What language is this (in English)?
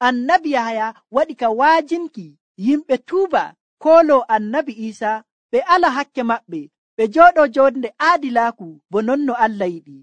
Nigerian Fulfulde